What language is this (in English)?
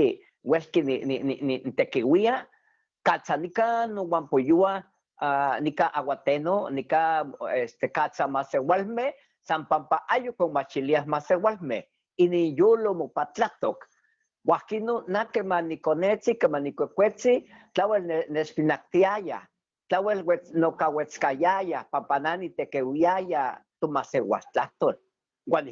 Eastern Huasteca Nahuatl